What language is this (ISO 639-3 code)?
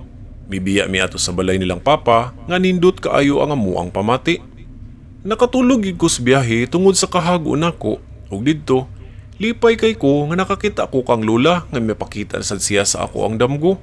ceb